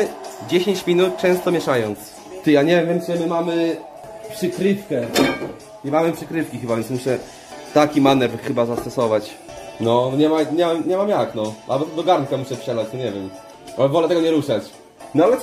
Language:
Polish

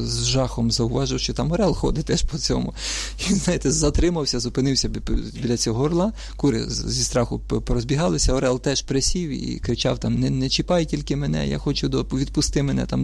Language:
Ukrainian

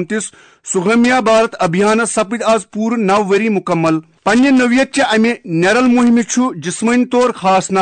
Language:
Kashmiri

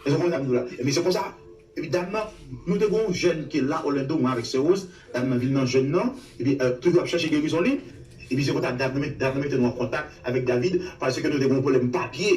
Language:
Haitian Creole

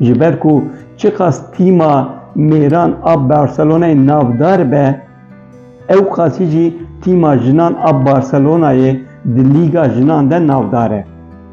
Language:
Kurdish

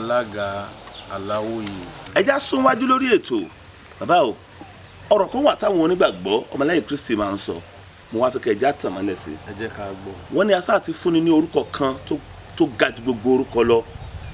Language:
Yoruba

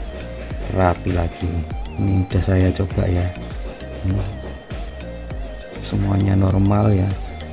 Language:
Indonesian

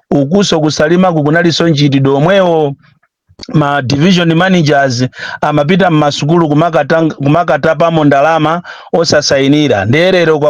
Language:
Nyanja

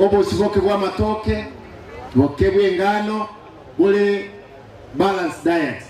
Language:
Gusii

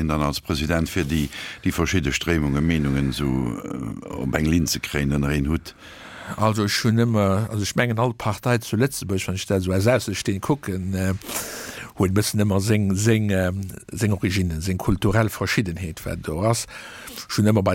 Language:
Luxembourgish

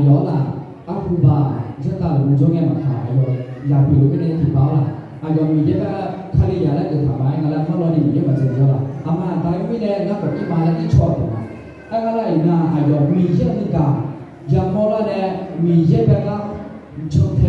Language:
Akha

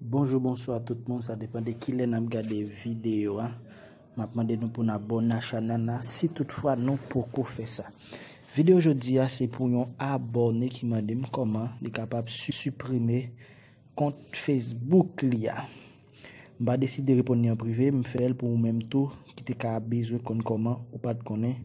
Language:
Haitian Creole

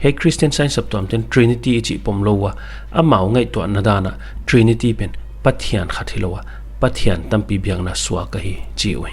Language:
Paite Chin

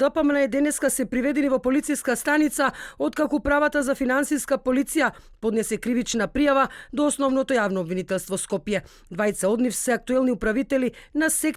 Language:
Macedonian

